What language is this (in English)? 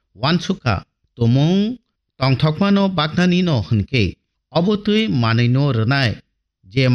Kok Borok